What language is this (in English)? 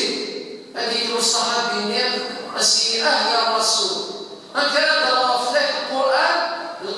Kabyle